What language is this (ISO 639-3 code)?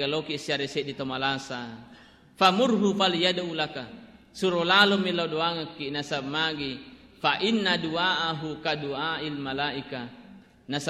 bug